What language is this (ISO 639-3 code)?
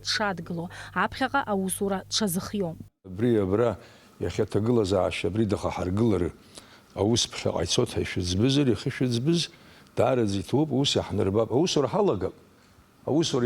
abk